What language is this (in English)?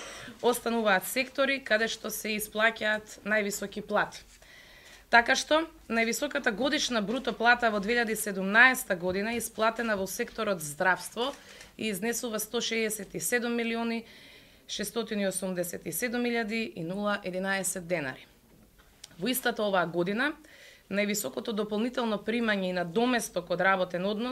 Macedonian